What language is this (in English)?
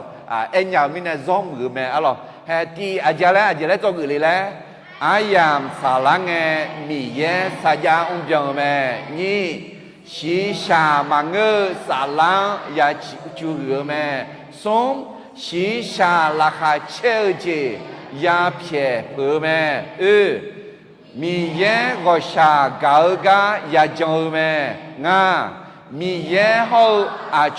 Akha